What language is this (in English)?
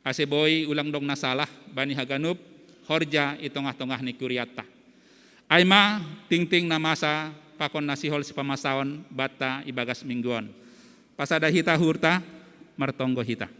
Batak Simalungun